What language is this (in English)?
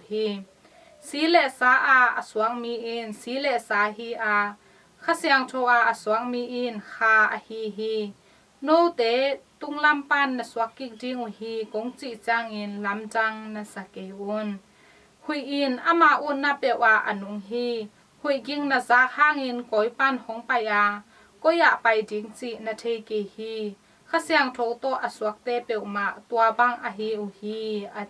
Tedim Chin